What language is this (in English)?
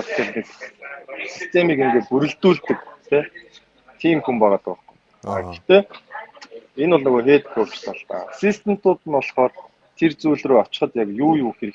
Mongolian